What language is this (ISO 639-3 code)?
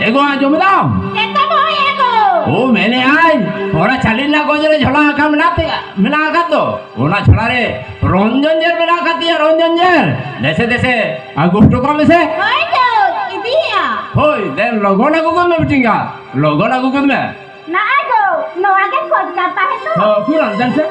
sat